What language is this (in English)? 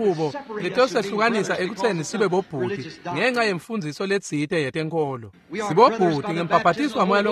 Swati